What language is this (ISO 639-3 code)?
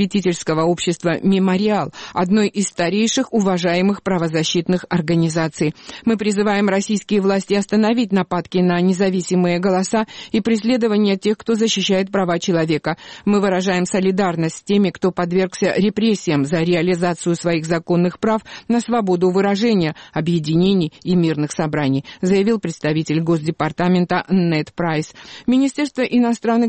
rus